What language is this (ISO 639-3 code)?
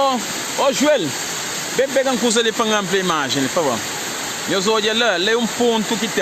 kea